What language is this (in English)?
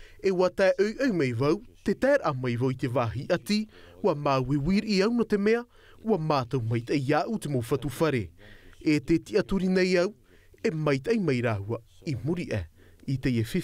Tahitian